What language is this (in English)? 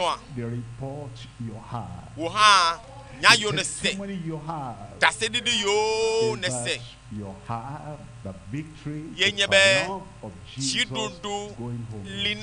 Ewe